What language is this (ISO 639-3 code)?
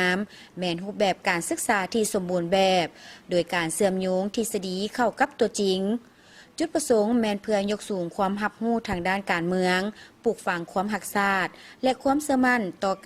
lao